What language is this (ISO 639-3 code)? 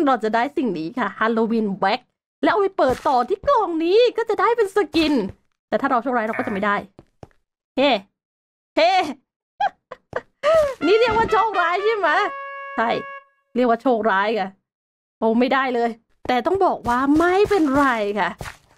tha